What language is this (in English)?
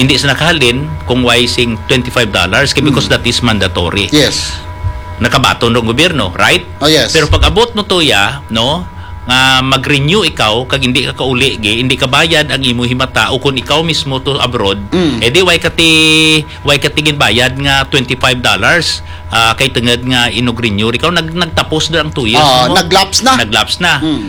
Hiligaynon